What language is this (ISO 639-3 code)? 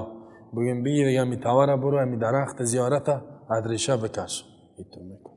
fas